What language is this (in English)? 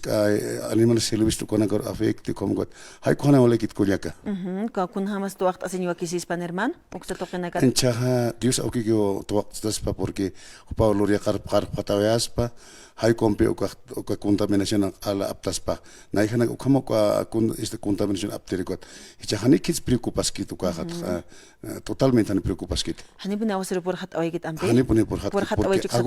Aymara